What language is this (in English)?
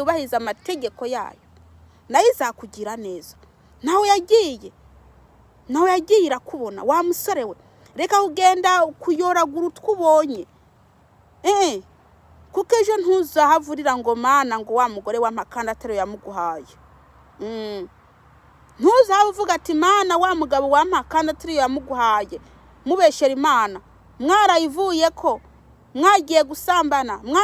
Rundi